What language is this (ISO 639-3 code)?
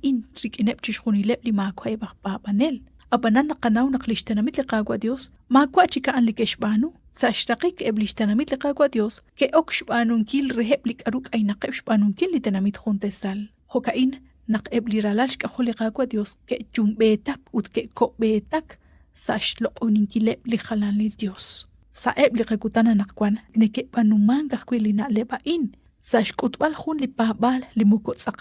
kek